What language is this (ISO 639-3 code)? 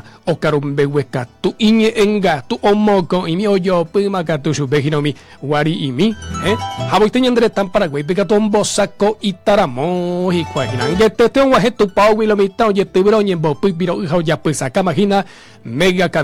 grn